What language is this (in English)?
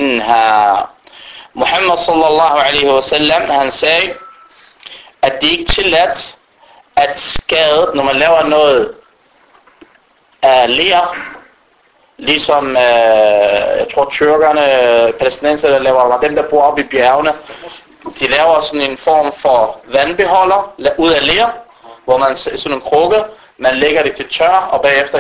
Danish